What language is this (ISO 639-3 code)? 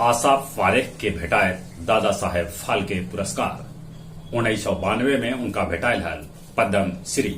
mag